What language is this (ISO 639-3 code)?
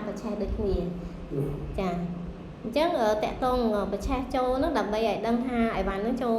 khm